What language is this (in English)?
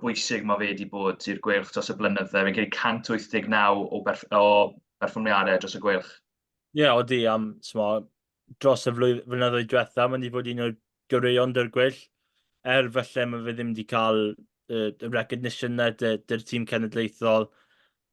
Welsh